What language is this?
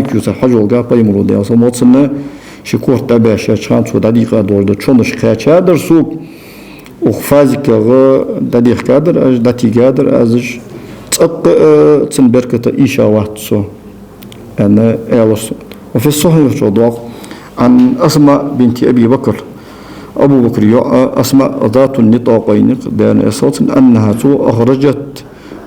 Ingush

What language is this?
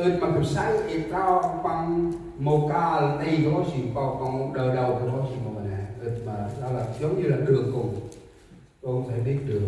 Central Mnong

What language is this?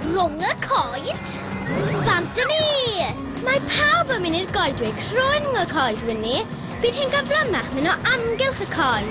Welsh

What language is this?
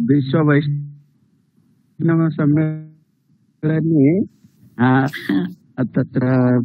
Sanskrit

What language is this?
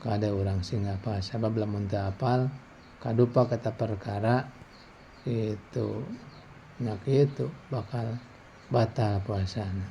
Sundanese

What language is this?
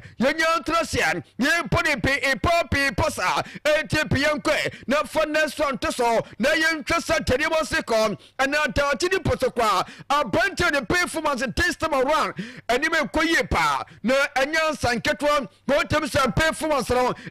Akan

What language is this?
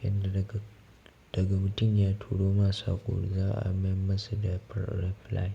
Hausa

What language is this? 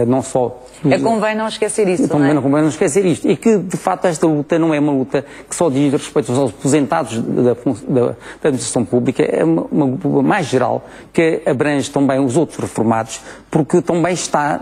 Portuguese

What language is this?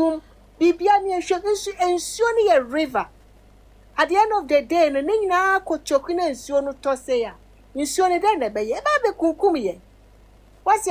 Akan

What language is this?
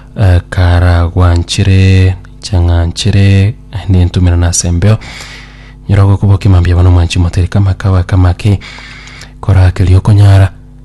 Gusii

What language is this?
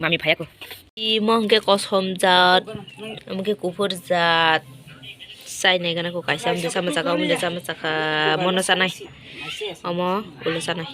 Kok Borok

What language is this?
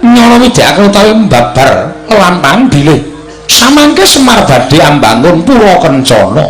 Javanese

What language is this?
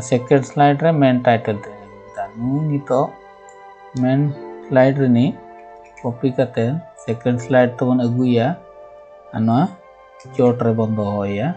Santali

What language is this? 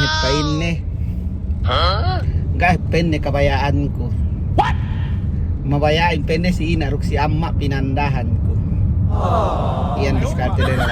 Yakan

